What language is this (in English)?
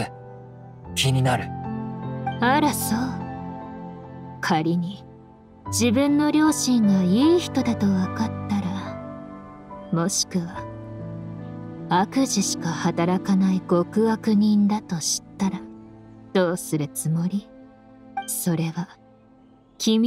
Japanese